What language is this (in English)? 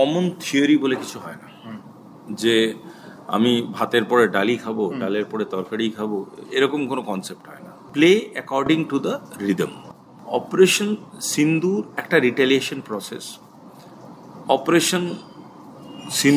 Bangla